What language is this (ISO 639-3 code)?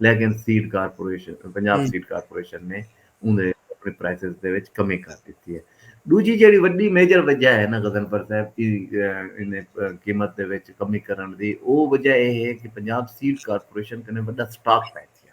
skr